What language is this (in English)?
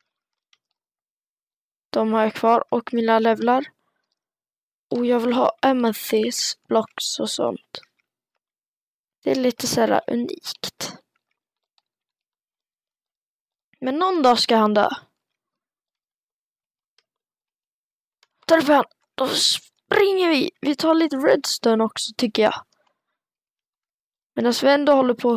Swedish